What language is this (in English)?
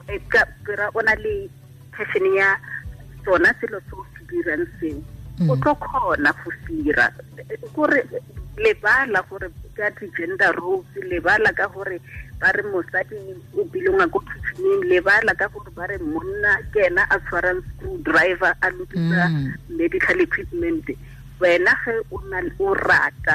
Tswana